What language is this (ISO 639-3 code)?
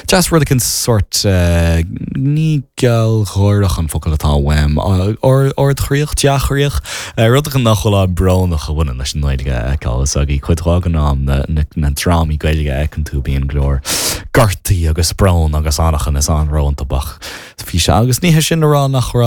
gle